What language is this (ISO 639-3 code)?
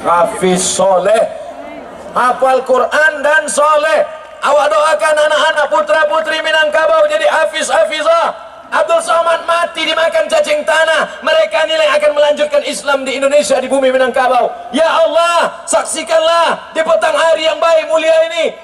min